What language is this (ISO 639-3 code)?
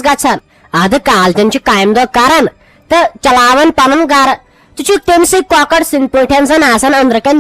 kas